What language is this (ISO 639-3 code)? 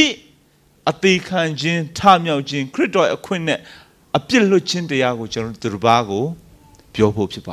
mya